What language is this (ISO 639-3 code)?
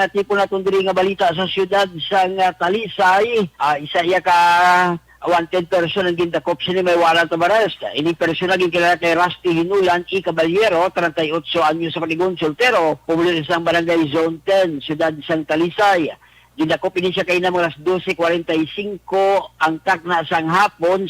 hil